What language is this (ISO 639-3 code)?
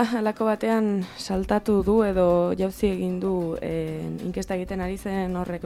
eus